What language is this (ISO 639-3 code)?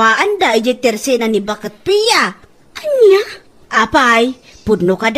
ilo